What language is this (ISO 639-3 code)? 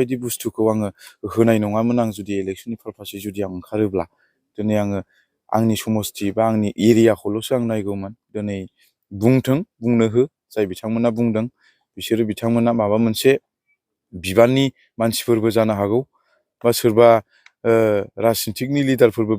brx